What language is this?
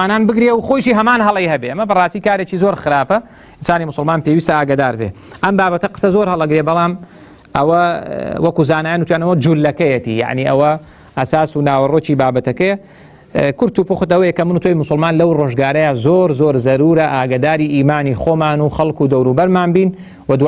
Central Kurdish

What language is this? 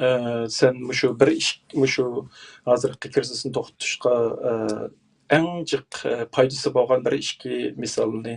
Uyghur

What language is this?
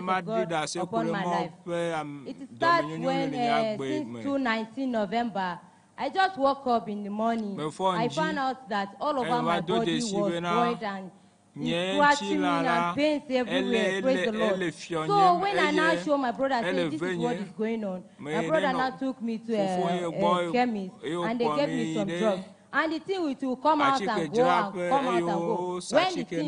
Ewe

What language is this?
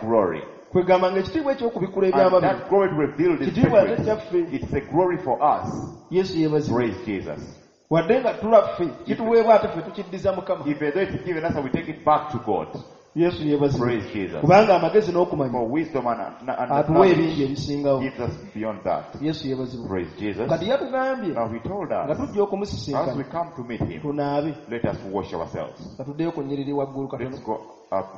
Ganda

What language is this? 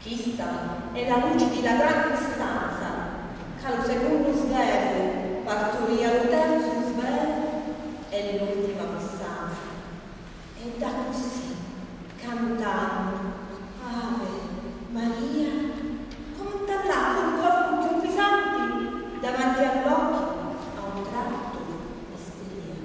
Sicilian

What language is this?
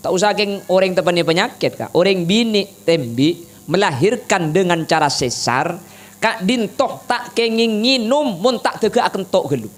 Madurese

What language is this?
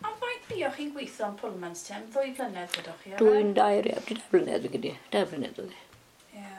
Welsh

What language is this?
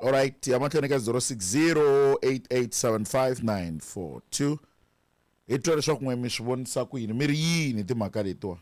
Tsonga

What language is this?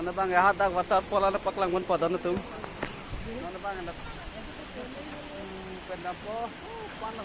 Karbi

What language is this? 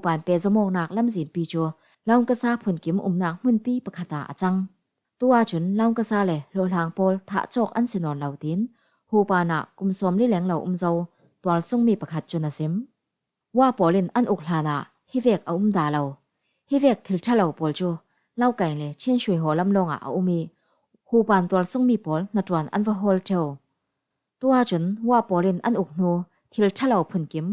Falam Chin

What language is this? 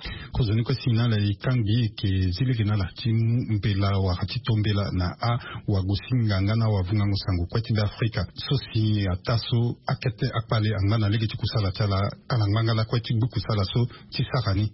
Sango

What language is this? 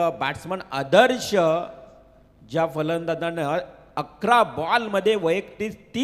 Marathi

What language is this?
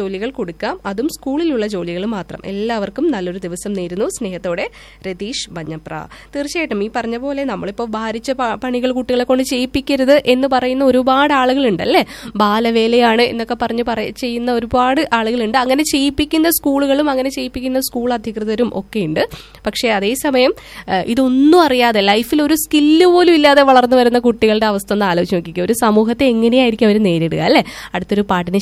Malayalam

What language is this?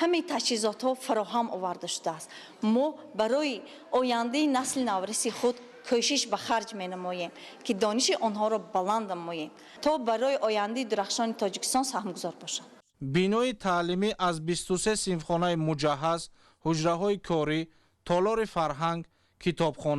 Tajik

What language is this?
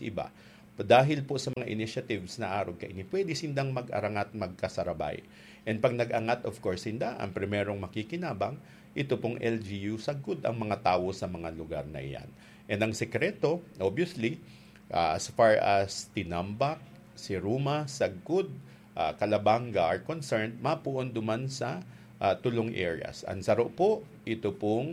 Bikol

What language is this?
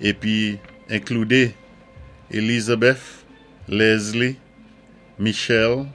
Saint Lucian Creole French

